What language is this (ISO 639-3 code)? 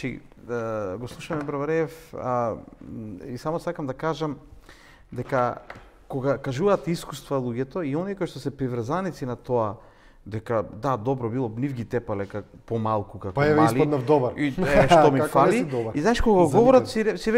mkd